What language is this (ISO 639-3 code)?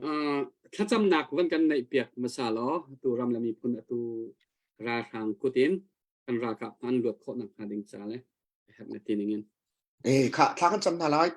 cnh